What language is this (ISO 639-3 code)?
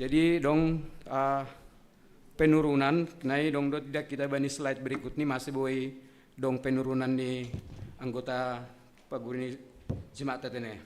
bts